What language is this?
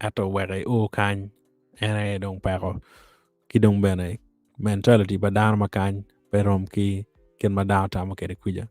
Acoli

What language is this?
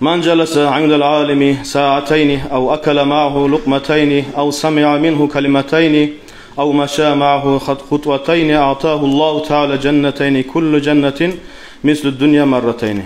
Kumyk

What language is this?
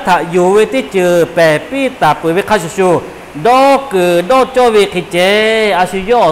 Lahu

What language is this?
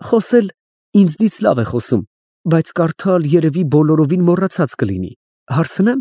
Armenian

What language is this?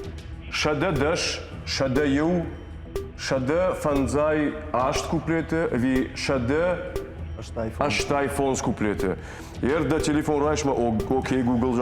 Ossetic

